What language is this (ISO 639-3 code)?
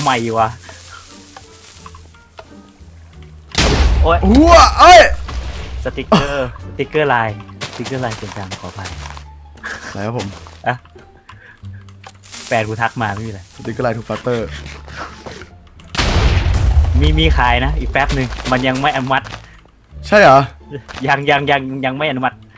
tha